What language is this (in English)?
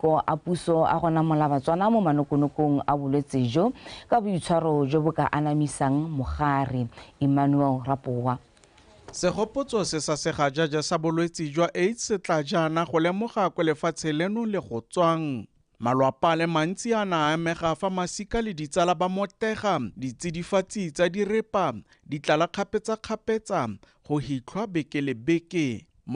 Tswana